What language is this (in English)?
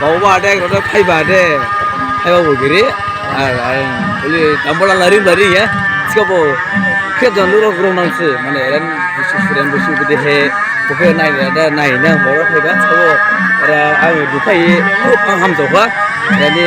Dimasa